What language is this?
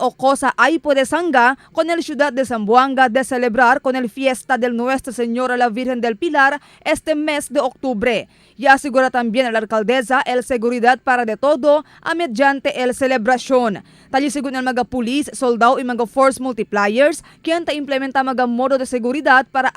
Chavacano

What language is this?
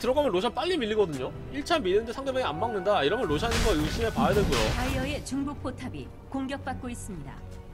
Korean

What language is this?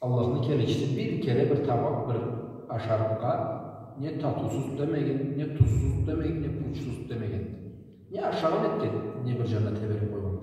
Karachay-Balkar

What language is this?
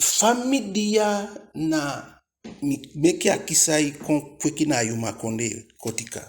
Eastern Maroon Creole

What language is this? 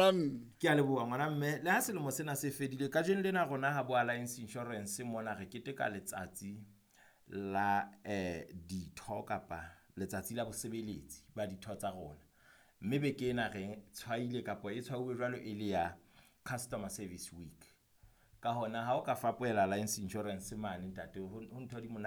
Southern Sotho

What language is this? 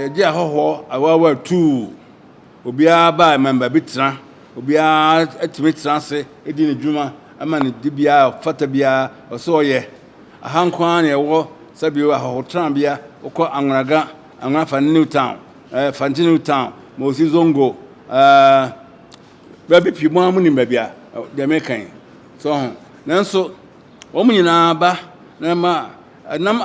Akan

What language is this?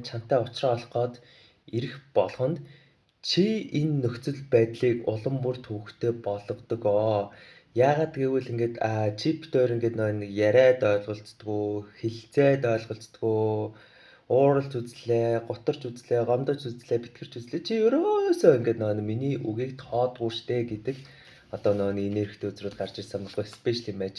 Mongolian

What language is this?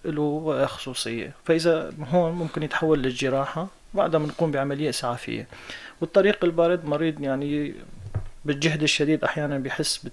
North Levantine Arabic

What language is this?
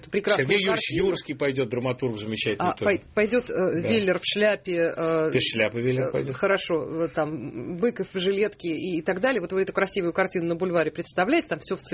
Russian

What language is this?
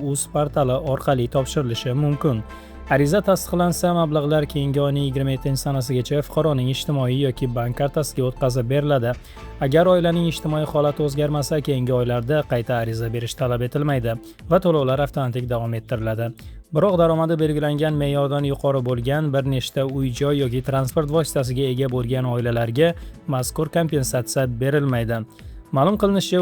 Uzbek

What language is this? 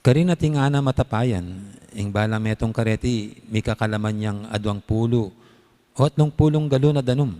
Pampanga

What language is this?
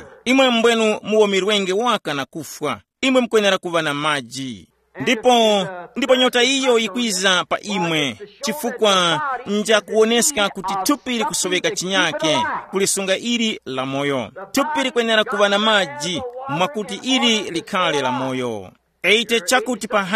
Tumbuka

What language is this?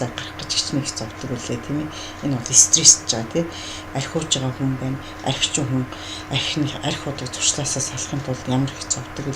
Mongolian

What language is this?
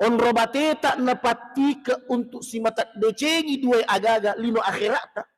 Buginese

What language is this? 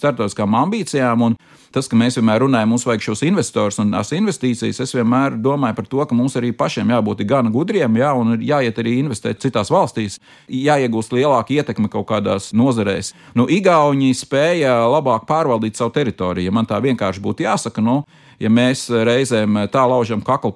Latvian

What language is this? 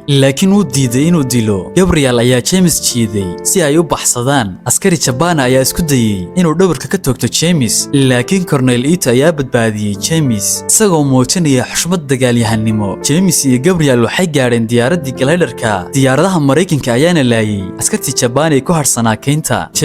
Somali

